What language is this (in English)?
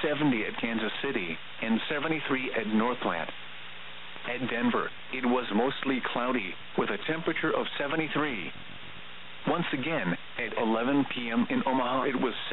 English